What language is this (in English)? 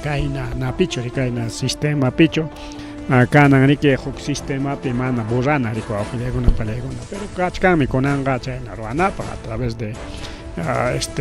Ayacucho Quechua